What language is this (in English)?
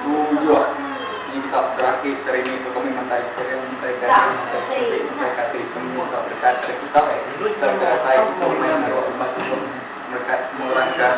Iban